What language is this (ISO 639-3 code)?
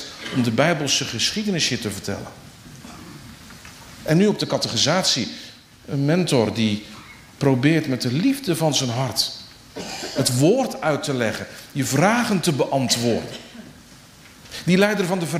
nld